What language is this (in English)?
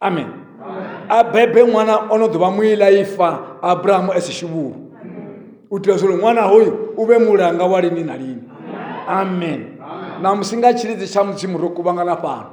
Venda